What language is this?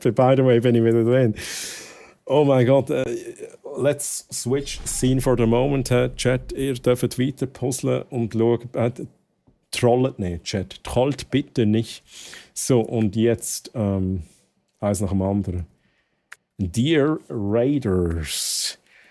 Swiss German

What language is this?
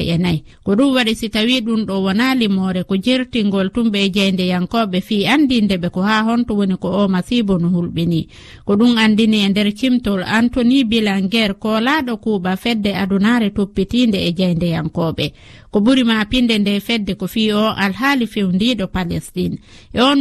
Fula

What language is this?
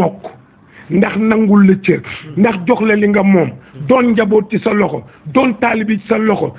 Wolof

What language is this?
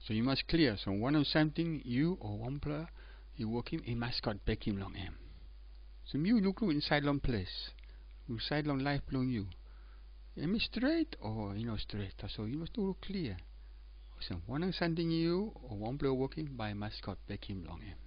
Tok Pisin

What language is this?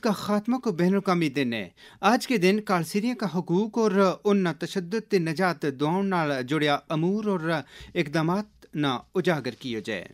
Gujari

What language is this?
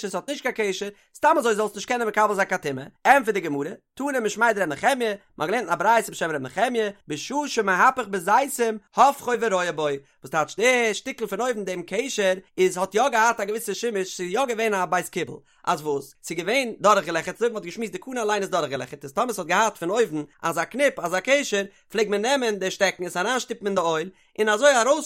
Yiddish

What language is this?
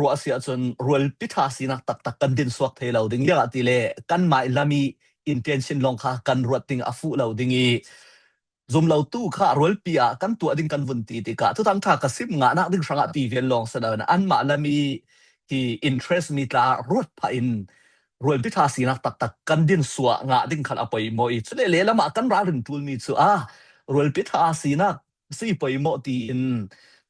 Falam Chin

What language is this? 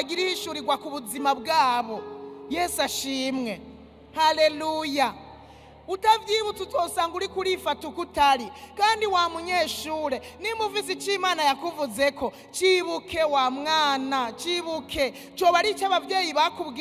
Rundi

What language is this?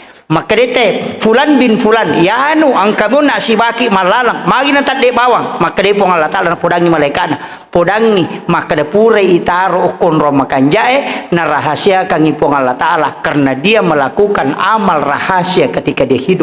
Buginese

